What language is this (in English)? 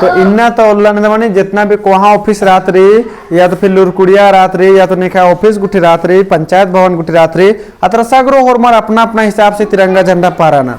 Kurukh